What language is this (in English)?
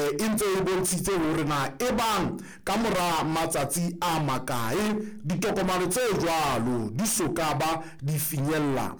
Southern Sotho